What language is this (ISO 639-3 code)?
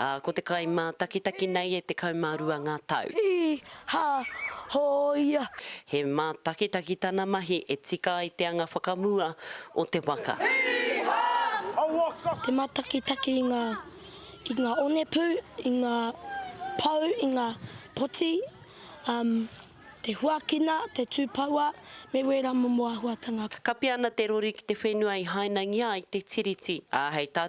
mri